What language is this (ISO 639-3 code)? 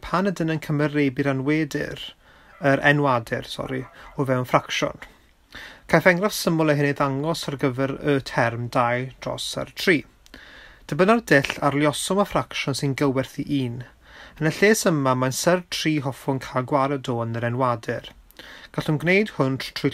cym